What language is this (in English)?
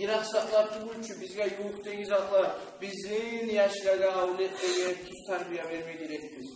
Kumyk